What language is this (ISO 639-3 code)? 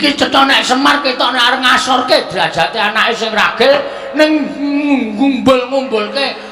jav